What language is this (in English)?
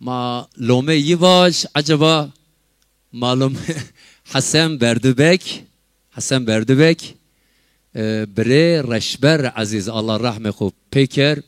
Zaza